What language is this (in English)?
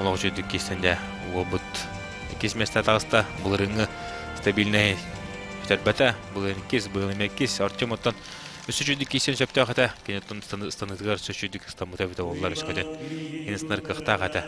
Yakut